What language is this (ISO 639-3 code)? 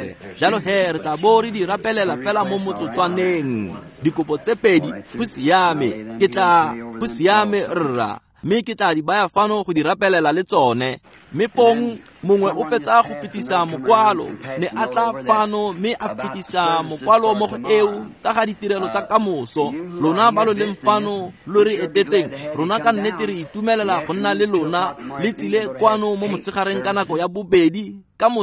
tsn